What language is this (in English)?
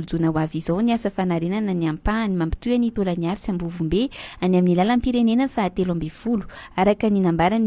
Malagasy